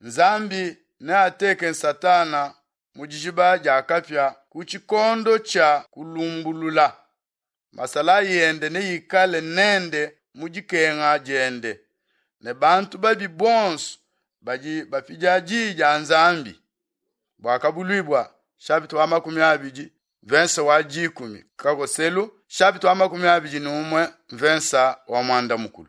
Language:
Luba-Lulua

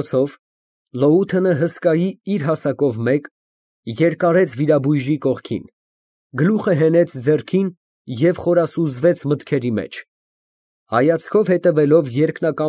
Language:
Armenian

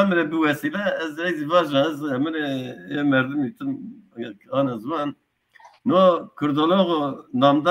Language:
Zaza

